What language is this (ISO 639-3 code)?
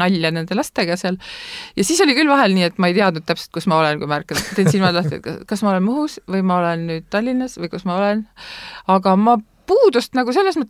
est